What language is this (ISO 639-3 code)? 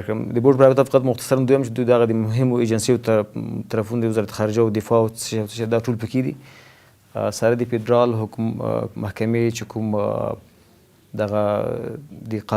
pus